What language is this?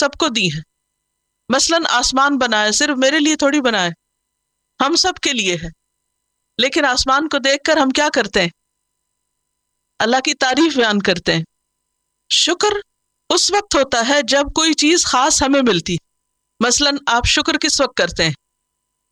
Urdu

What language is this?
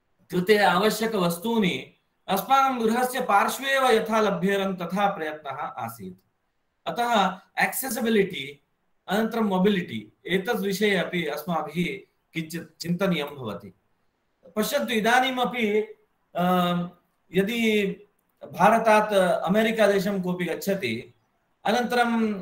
Sanskrit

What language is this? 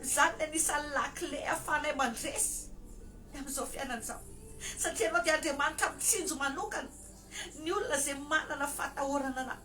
Malagasy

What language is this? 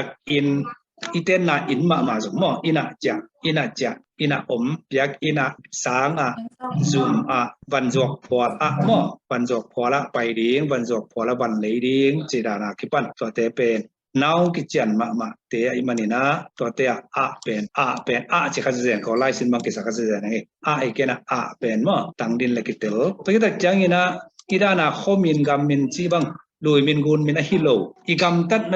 Tedim Chin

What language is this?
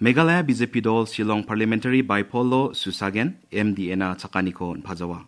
Garo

